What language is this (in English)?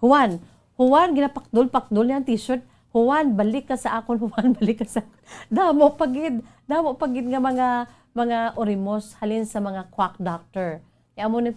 Hiligaynon